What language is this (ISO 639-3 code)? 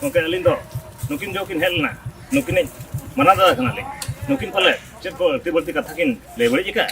sat